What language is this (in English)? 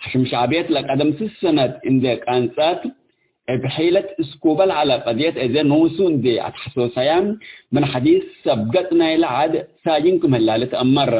Tigre